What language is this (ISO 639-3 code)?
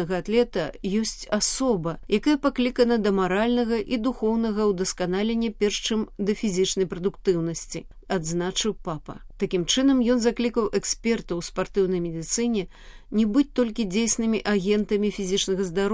bel